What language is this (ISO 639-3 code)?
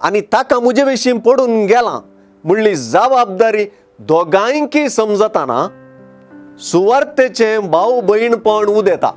kok